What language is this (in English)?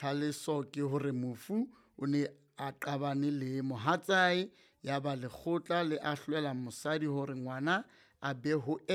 Southern Sotho